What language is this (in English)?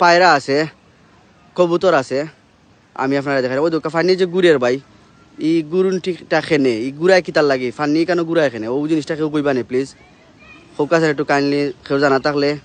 Sylheti